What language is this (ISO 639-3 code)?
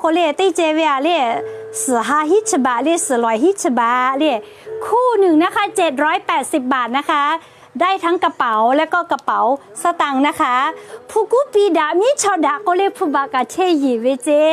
lhu